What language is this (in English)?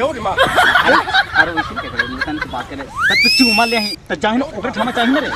Magahi